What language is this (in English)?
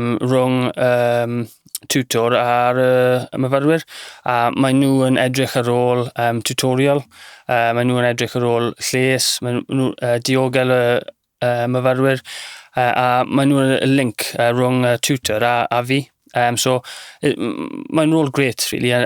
Welsh